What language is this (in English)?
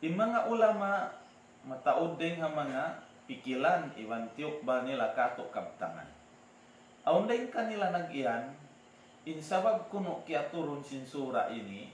Tausug